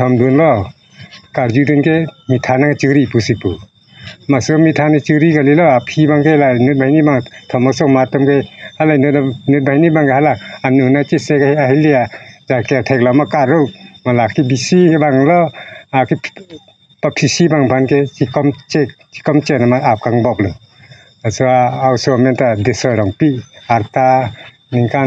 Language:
Karbi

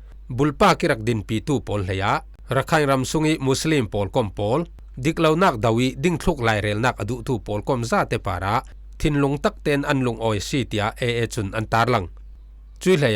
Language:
Falam Chin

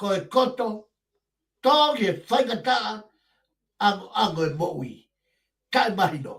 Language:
Tongan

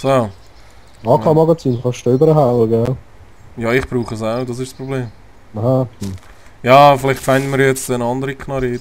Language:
Swiss German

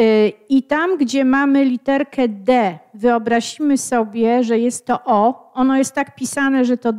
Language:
Polish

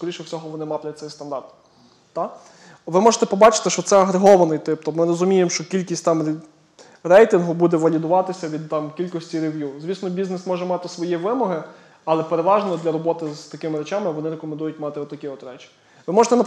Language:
Ukrainian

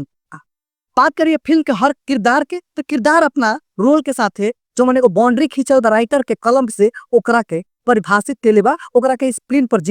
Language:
Bhojpuri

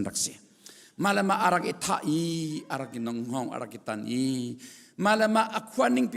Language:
Hakha Chin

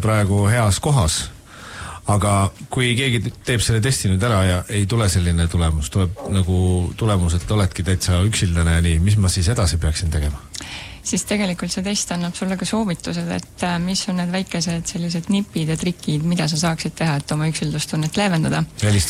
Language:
Estonian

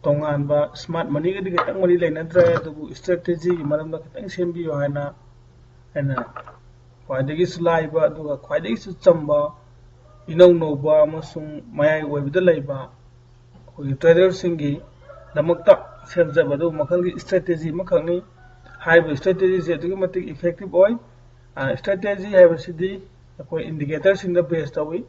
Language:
Manipuri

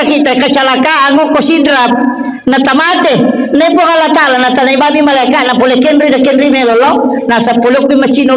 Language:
Buginese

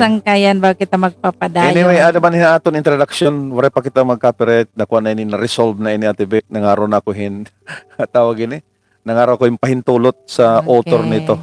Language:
Waray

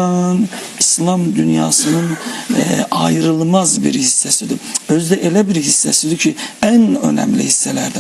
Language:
Azerbaijani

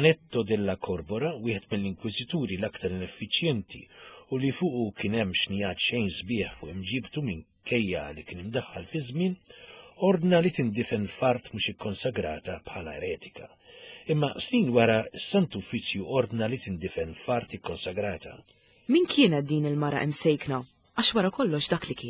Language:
Maltese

